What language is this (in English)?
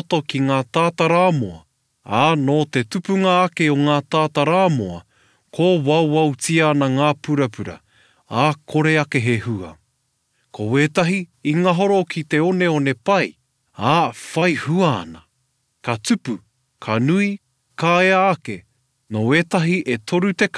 Māori